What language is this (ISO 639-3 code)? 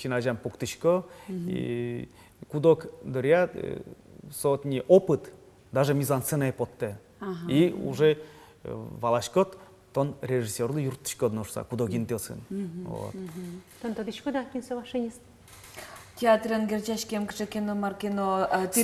udm